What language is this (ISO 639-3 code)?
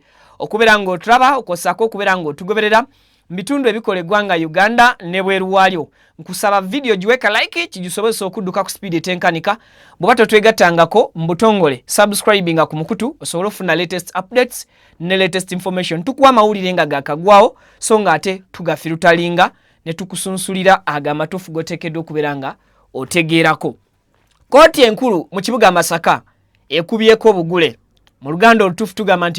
lug